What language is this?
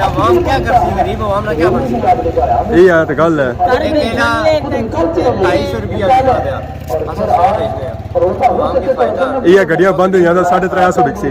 Pahari-Potwari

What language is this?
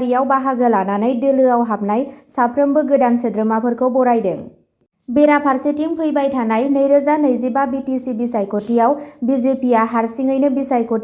Bodo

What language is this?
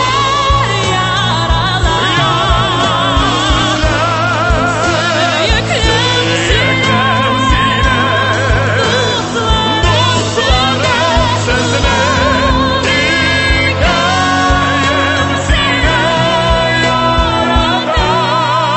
Tatar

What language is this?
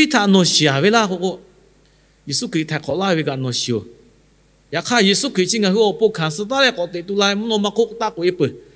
Lahu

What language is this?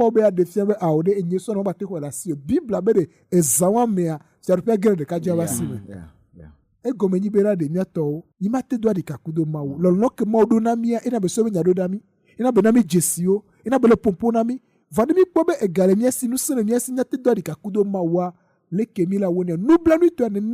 Ewe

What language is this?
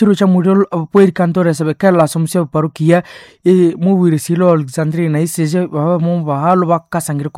Nande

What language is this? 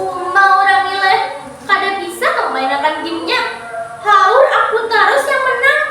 Banjar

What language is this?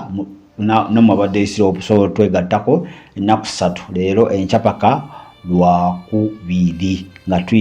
Ganda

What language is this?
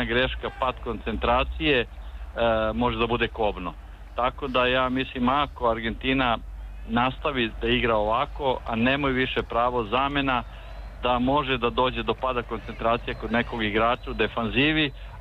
Serbian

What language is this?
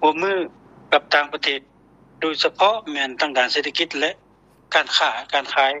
Lao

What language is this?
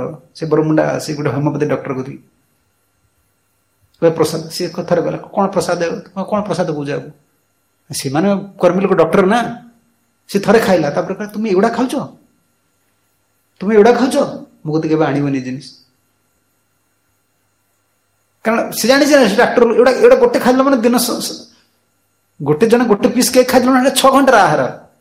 Odia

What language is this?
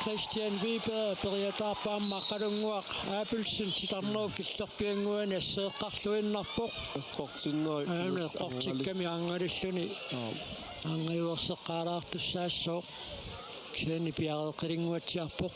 Kalaallisut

